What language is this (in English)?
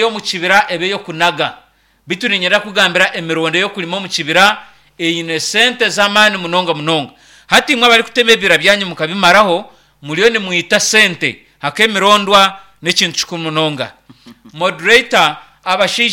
Nyankole